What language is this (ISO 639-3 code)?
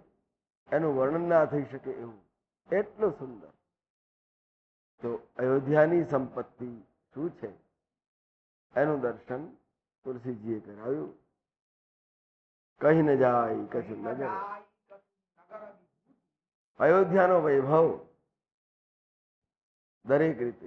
guj